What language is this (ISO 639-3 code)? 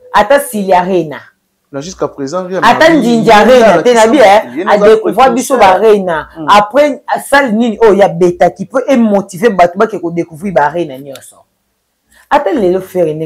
lin